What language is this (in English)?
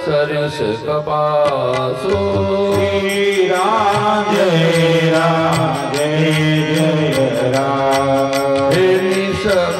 Gujarati